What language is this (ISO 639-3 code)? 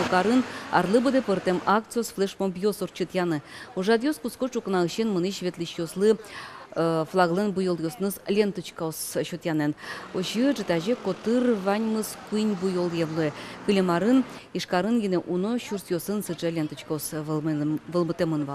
udm